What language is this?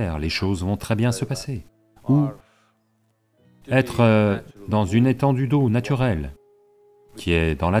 French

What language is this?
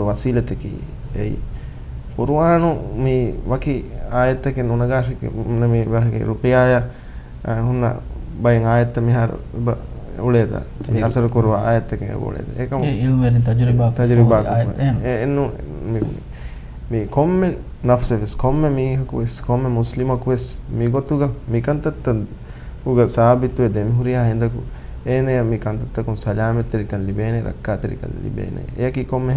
Divehi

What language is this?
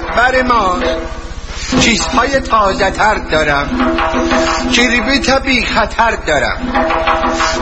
Persian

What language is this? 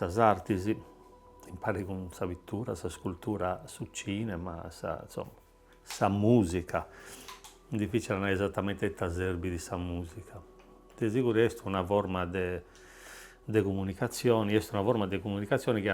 Sardinian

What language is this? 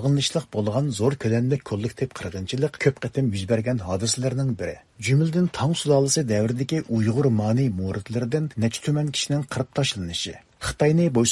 Uyghur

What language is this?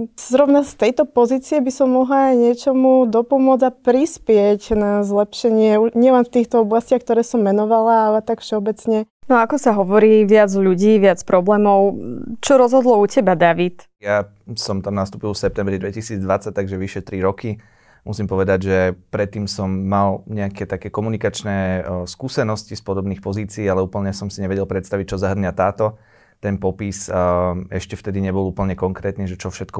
Slovak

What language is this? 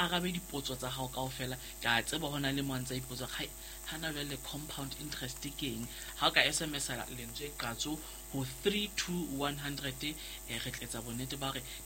Southern Sotho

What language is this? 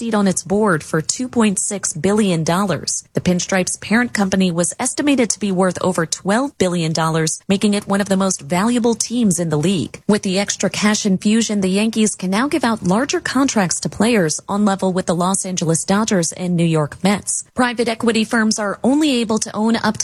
English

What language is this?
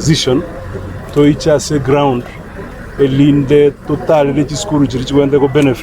Gusii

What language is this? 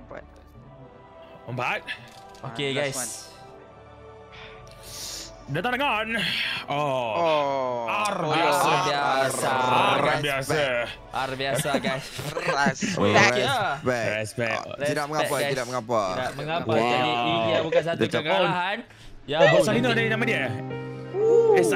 Malay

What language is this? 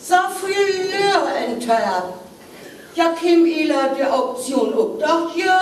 Northern Frisian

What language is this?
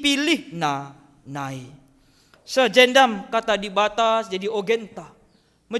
Batak Karo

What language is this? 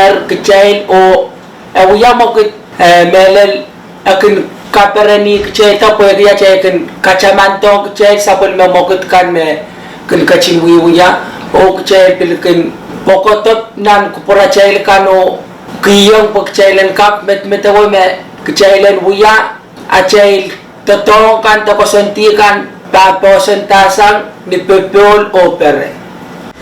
Pohnpeian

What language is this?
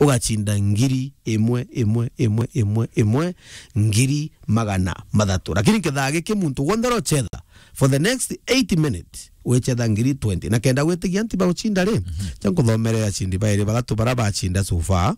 Meru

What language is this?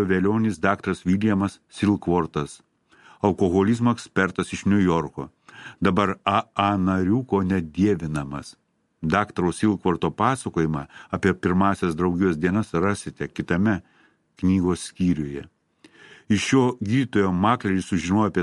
Lithuanian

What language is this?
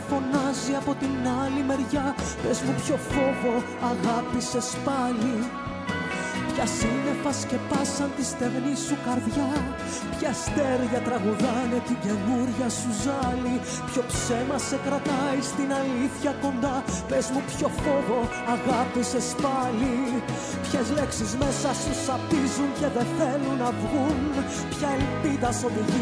Greek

